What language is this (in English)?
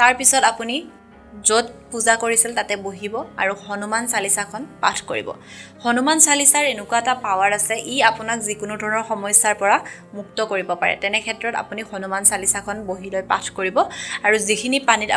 Assamese